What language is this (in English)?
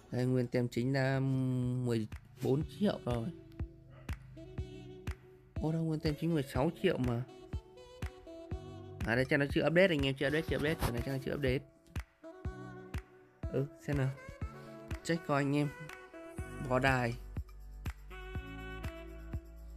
Vietnamese